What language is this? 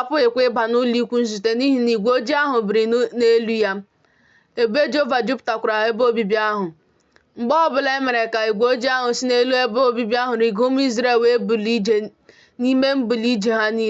Igbo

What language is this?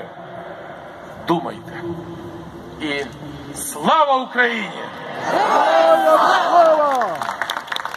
Ukrainian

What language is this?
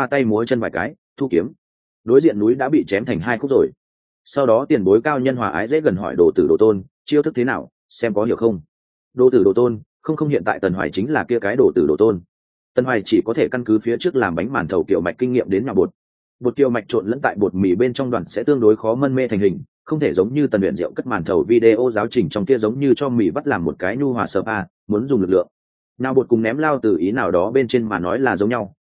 Vietnamese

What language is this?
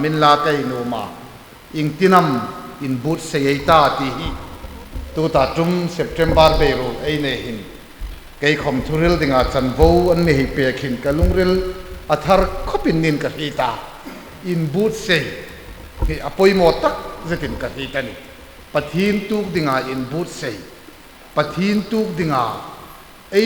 Hmar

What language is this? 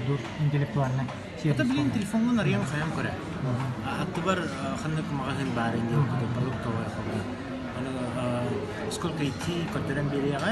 Yakut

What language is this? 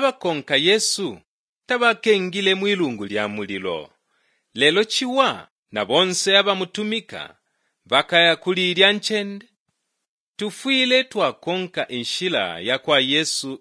Bemba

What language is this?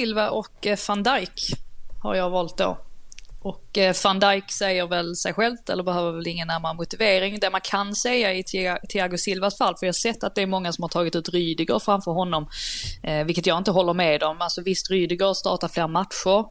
Swedish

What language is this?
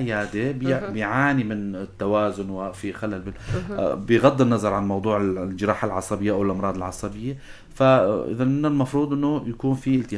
North Levantine Arabic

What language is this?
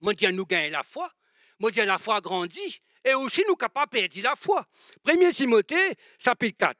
Morisyen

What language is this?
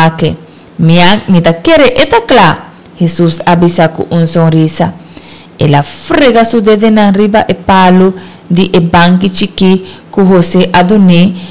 Papiamento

